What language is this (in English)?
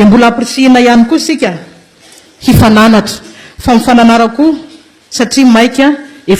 Malagasy